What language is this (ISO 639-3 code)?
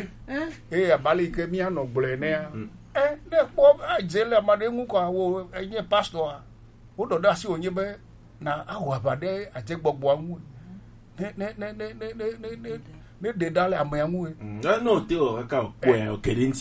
gej